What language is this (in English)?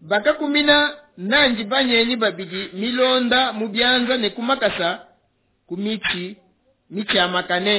Luba-Lulua